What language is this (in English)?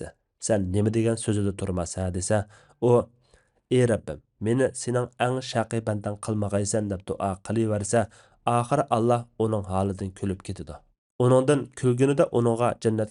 Uyghur